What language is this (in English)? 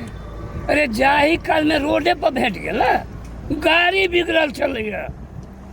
Maithili